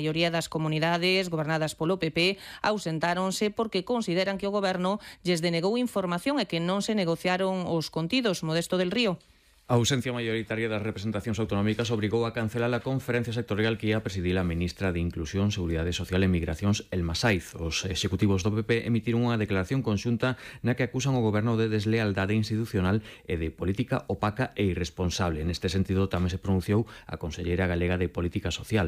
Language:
Galician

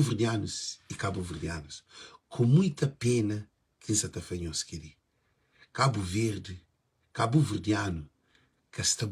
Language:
Kabuverdianu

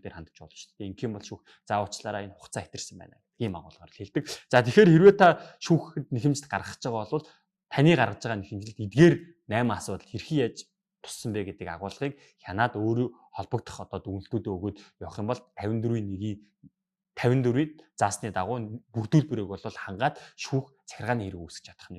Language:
Mongolian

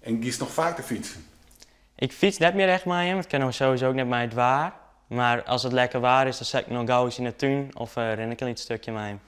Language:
Western Frisian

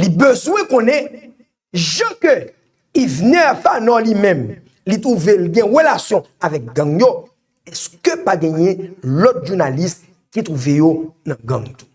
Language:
Haitian Creole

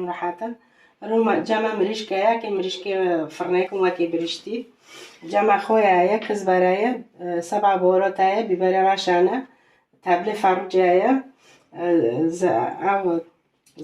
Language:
Kurdish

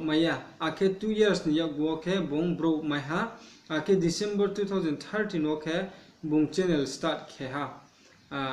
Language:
Riang (India)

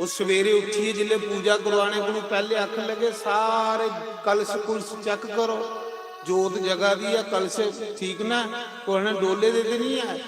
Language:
Dogri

